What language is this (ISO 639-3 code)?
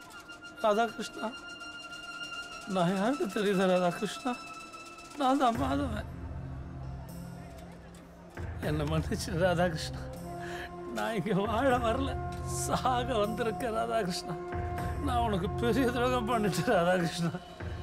tam